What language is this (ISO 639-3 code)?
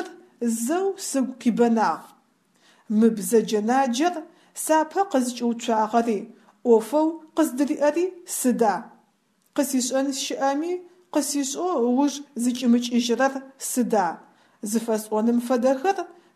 ady